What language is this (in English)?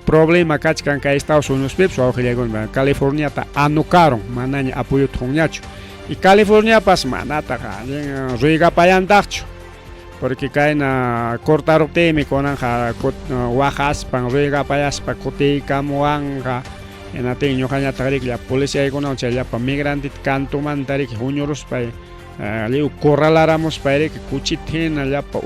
Ayacucho Quechua